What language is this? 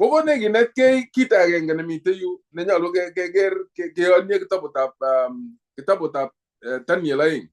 Kalenjin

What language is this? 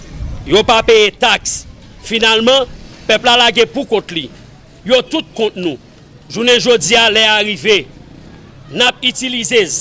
Haitian Creole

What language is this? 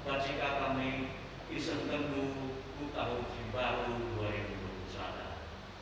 Batak Karo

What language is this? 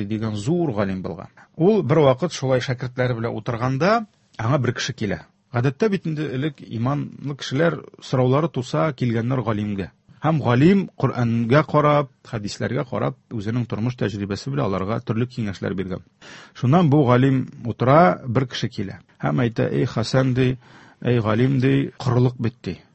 Tatar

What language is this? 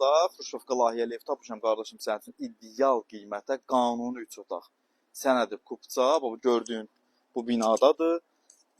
Azerbaijani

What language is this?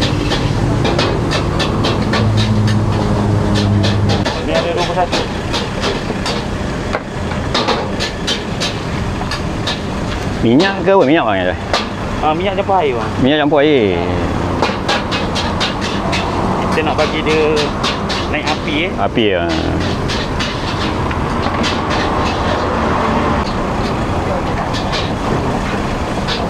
Malay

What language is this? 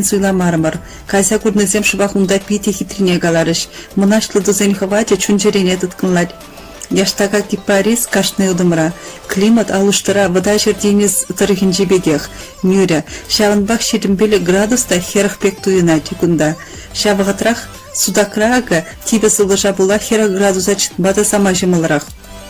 Chuvash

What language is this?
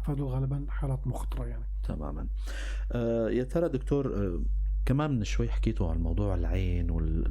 North Levantine Arabic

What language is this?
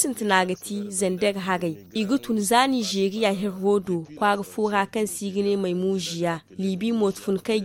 Zarma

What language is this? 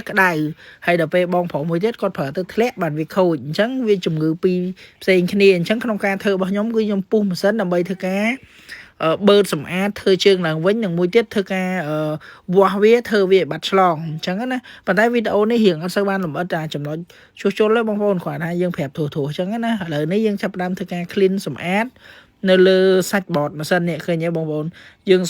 Khmer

